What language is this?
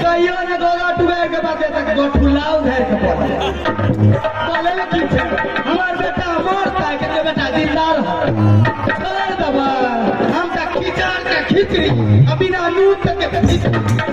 Maithili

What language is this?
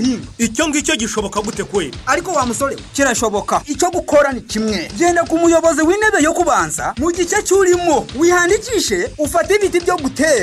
Kinyarwanda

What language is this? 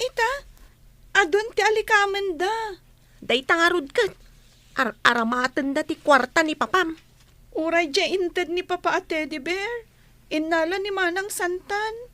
Iloko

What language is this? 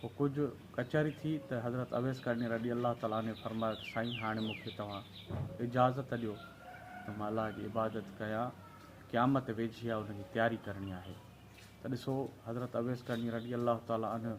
Sindhi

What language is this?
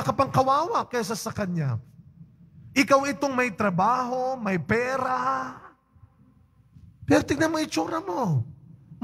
Filipino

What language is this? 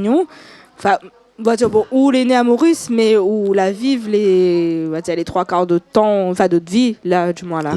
Réunion Creole French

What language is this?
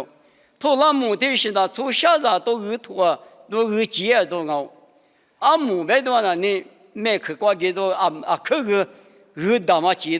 Lisu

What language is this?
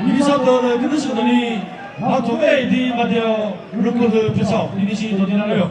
Chokri Naga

